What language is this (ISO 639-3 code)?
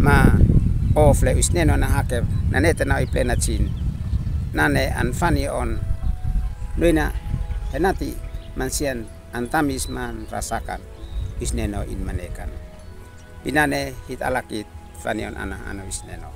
aoz